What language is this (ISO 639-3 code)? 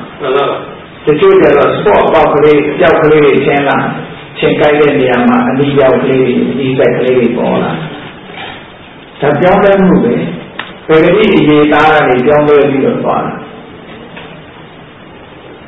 mya